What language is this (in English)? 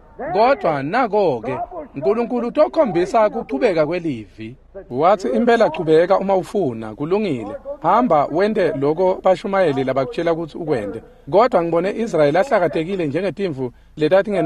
Swati